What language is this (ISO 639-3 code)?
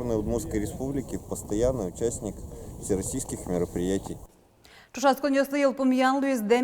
udm